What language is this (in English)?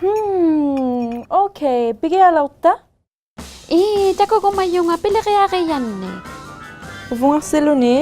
Inuktitut